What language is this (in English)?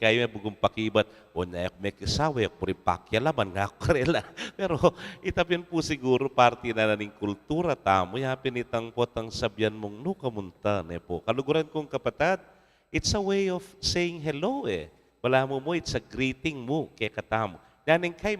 Pampanga